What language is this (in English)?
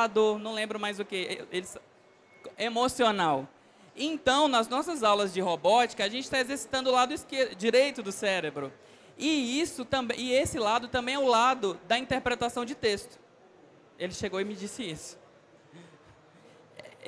Portuguese